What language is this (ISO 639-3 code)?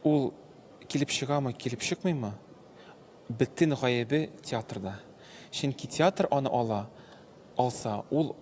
tat